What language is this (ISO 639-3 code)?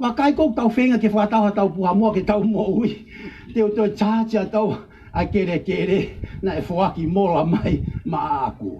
ton